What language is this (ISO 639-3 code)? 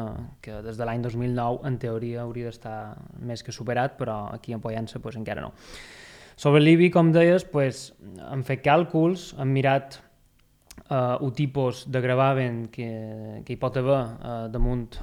cat